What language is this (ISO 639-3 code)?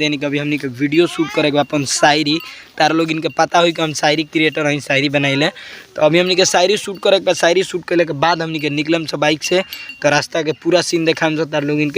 bho